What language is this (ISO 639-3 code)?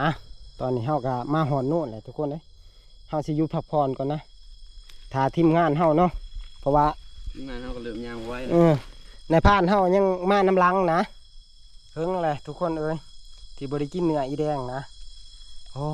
tts